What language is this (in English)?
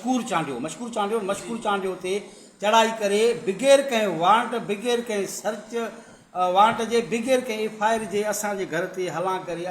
Sindhi